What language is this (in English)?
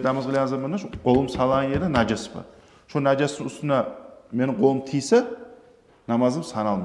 Kumyk